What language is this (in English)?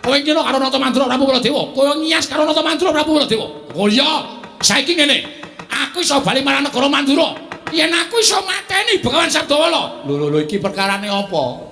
Javanese